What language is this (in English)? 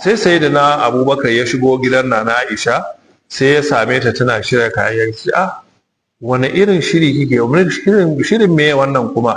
Hausa